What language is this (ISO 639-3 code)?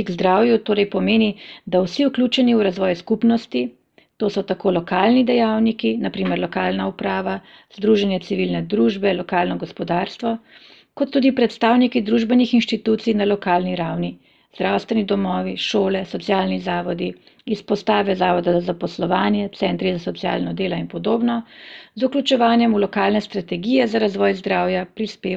slv